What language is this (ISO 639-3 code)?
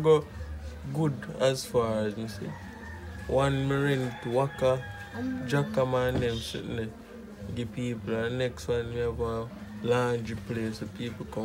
jam